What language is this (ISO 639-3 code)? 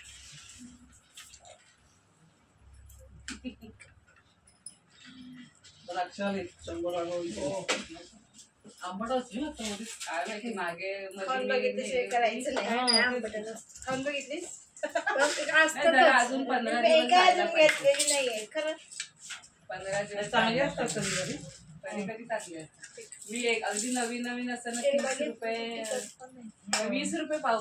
mar